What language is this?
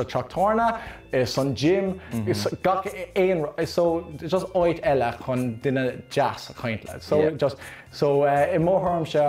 Irish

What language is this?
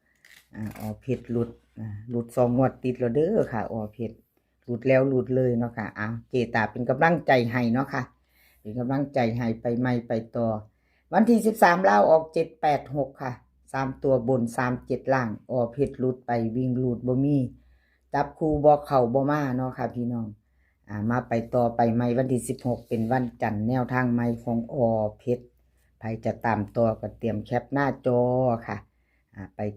Northeastern Thai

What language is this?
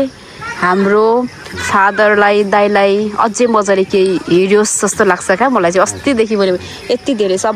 Nepali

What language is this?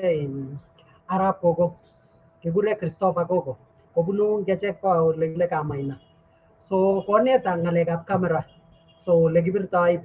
Kalenjin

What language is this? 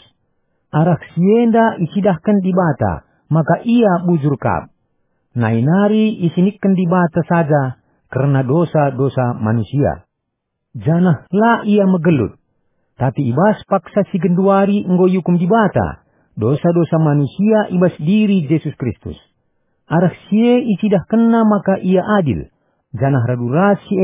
Batak Karo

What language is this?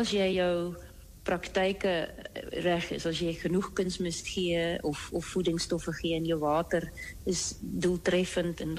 Afrikaans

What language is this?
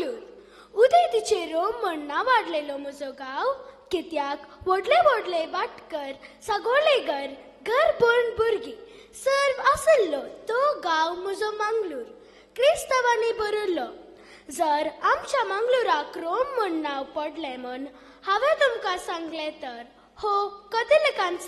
Konkani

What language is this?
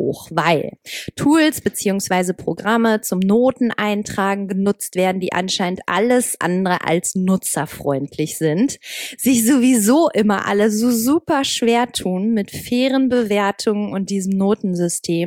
German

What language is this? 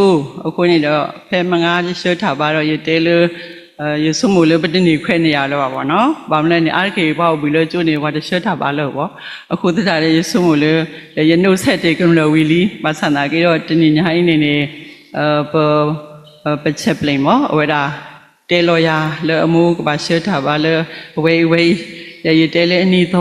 S'gaw Karen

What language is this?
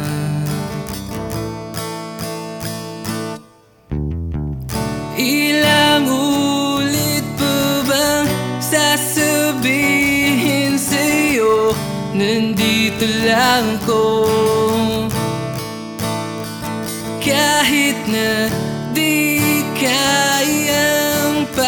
Filipino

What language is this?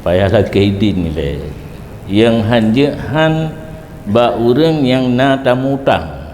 Achinese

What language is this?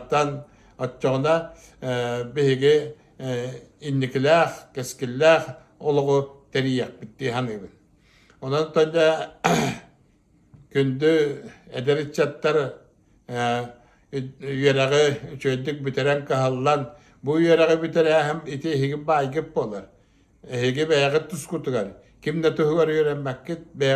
Yakut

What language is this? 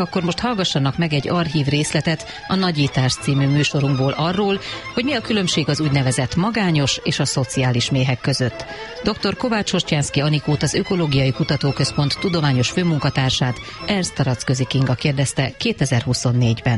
Hungarian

